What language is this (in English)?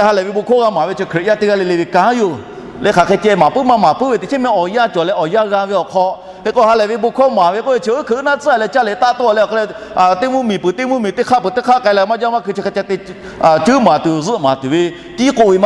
Lahu